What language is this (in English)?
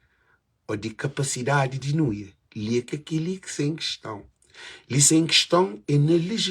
Kabuverdianu